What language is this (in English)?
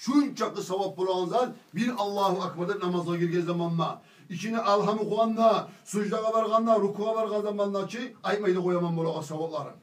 Kumyk